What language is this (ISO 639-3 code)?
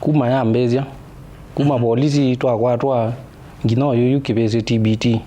kam